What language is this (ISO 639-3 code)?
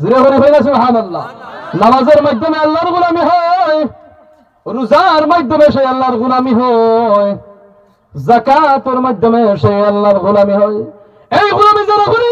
syl